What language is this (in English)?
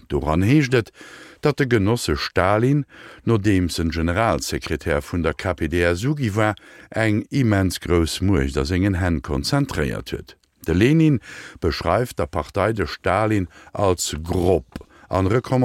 Luxembourgish